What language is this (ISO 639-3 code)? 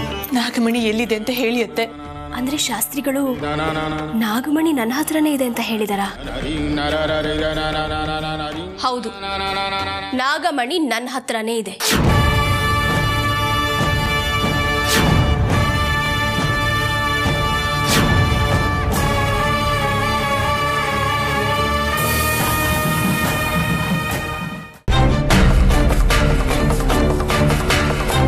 kan